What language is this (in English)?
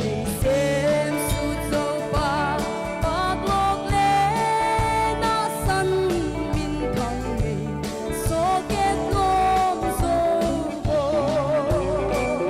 Paite Chin